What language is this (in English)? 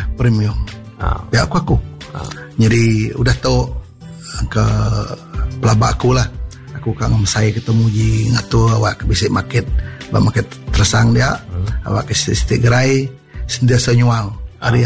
Iban